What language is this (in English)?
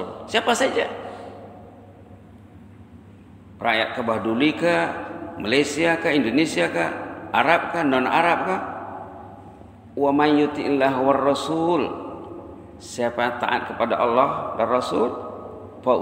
Malay